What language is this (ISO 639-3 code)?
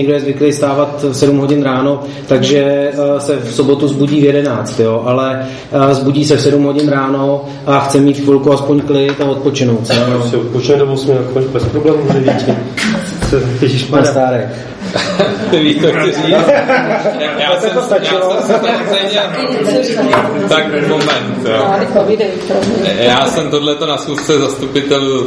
ces